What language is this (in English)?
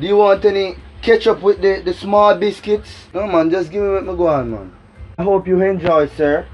Jamaican Creole English